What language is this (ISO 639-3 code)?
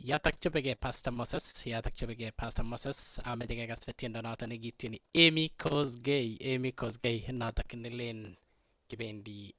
kln